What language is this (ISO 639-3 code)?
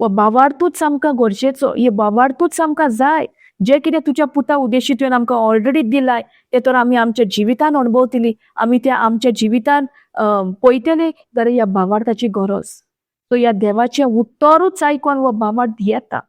kok